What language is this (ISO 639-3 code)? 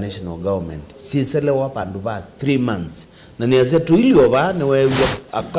kam